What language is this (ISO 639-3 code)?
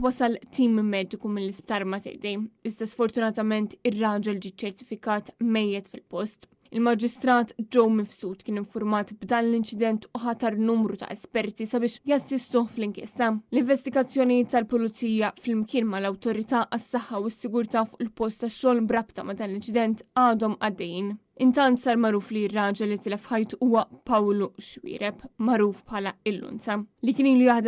mlt